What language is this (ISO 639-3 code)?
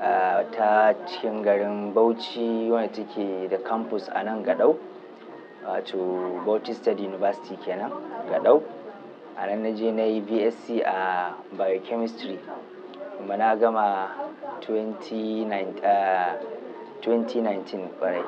hau